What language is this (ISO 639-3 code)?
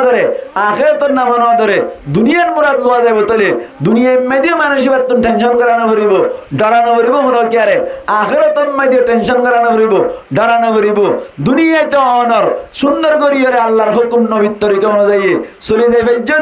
rhg